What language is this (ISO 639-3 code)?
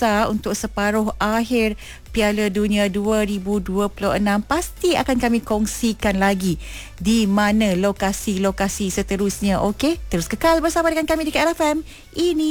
msa